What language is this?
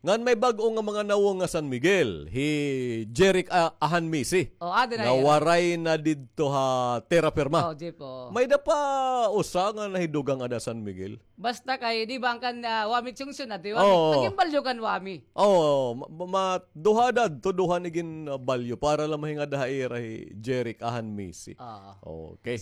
Waray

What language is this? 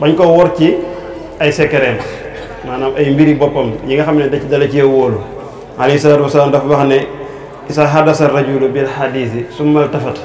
Wolof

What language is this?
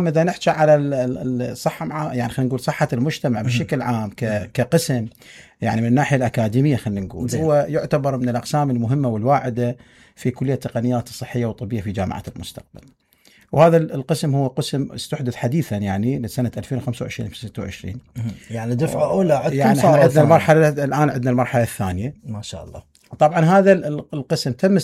Mesopotamian Arabic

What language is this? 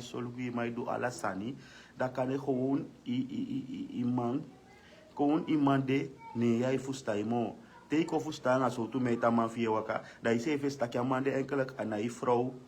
Sranan Tongo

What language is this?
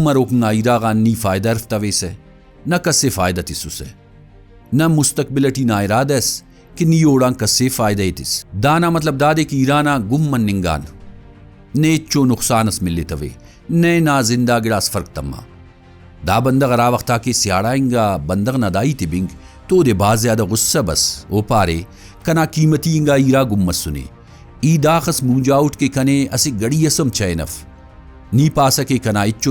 Brahui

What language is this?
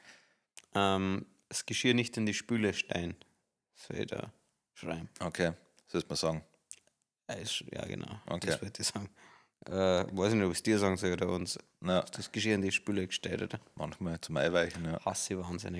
Bavarian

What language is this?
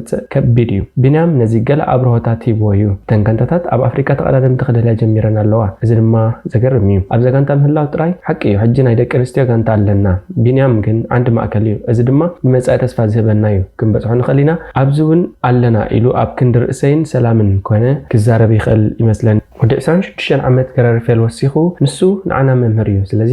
Tigrinya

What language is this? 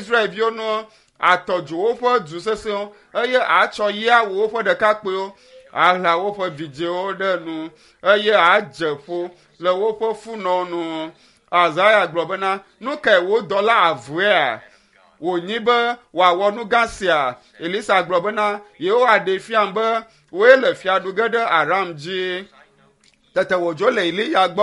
Ewe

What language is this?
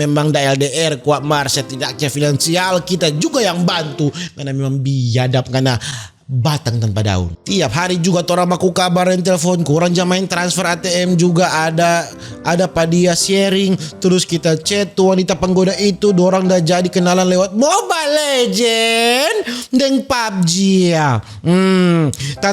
Manado Malay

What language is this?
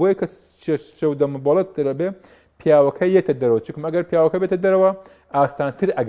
Central Kurdish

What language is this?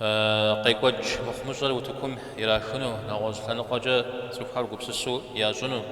Kabardian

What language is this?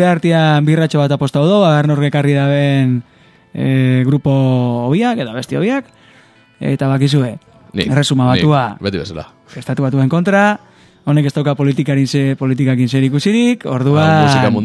Basque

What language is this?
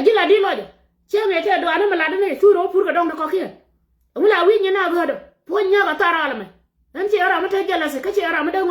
Nuer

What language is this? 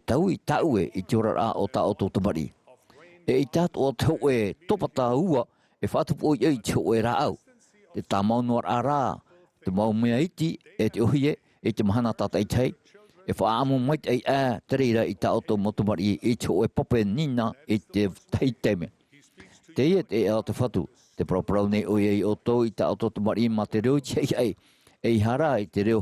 Tahitian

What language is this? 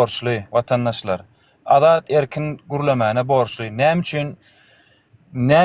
Turkmen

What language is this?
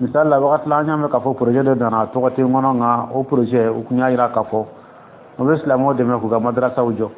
Dyula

